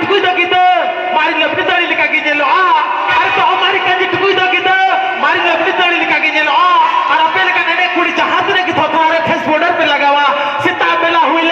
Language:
Santali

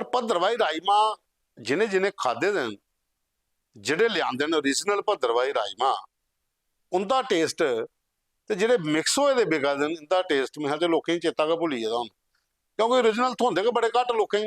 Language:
Dogri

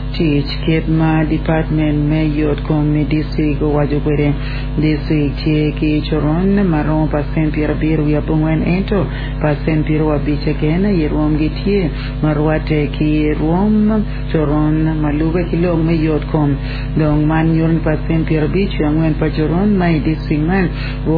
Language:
Acoli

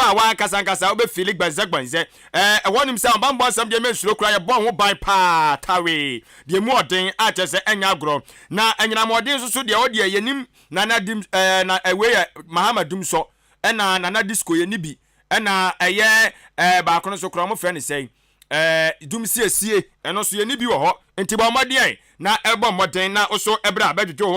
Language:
Akan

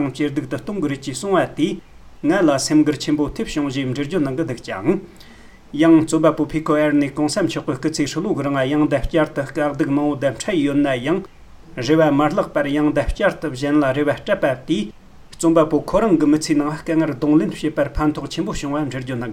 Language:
Tibetan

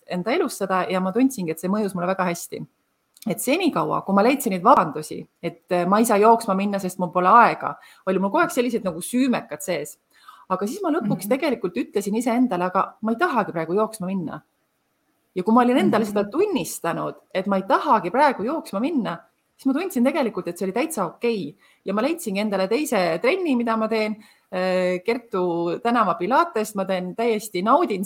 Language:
Estonian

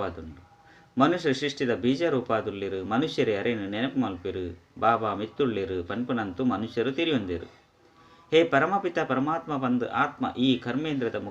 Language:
Tulu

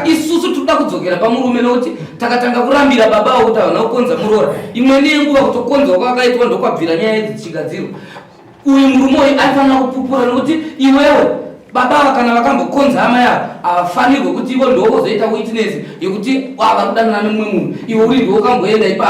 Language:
Shona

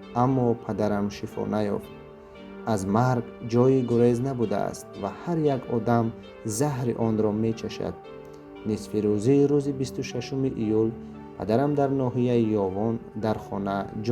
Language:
Tajik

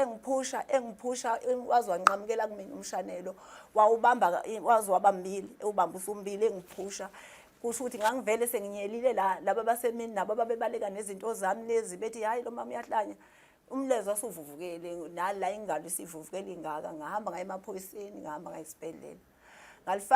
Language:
Zulu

